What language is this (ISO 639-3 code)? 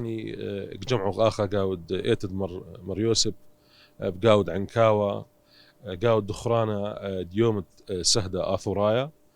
aii